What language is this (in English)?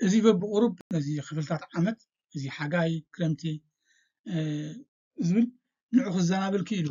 Tigrinya